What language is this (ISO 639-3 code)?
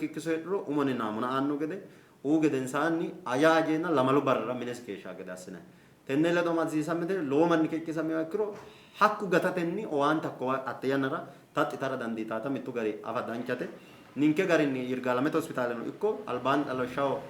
sid